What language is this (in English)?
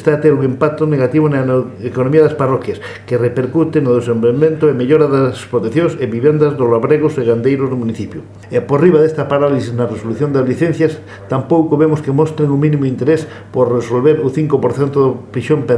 Galician